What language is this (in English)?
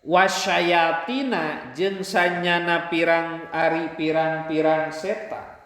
Sundanese